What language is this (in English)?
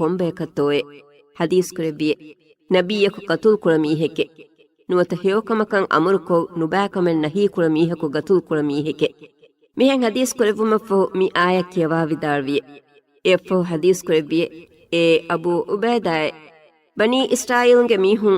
Divehi